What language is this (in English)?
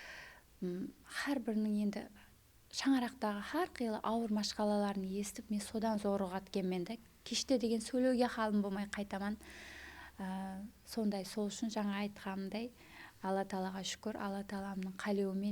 Kara-Kalpak